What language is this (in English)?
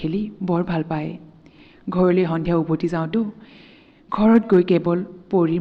Assamese